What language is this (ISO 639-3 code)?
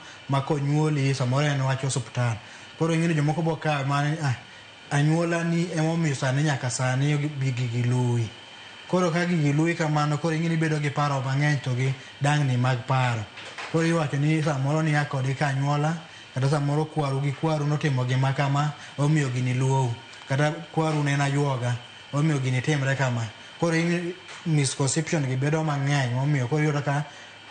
luo